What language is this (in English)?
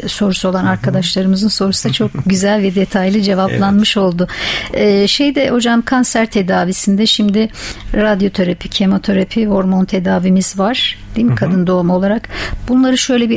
Turkish